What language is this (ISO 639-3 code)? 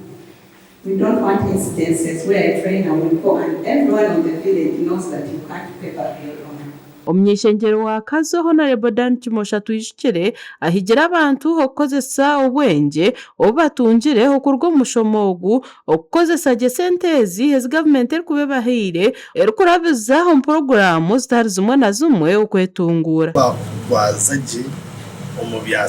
nyn